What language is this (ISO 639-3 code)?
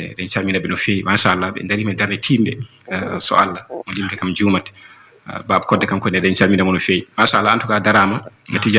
ful